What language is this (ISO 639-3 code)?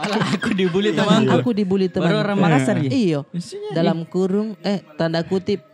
mfp